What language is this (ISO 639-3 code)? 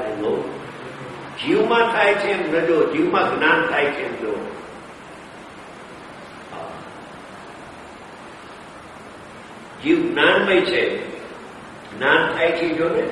guj